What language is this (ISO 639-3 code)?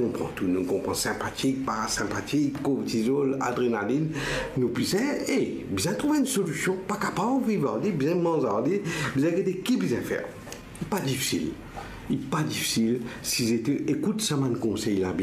mfe